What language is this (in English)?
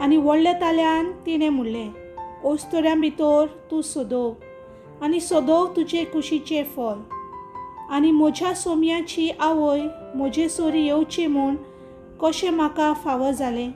Konkani